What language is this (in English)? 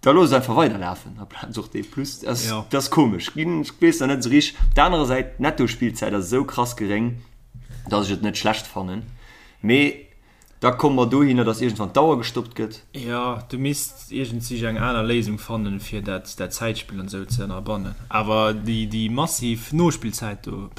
Luxembourgish